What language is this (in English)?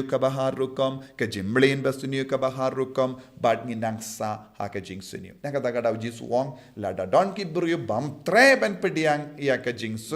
Khasi